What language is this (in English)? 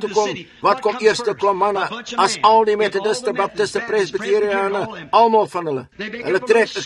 Afrikaans